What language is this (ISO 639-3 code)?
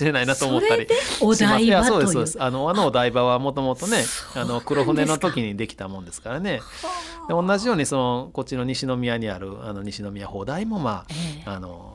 jpn